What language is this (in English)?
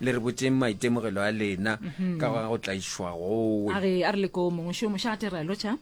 Northern Sotho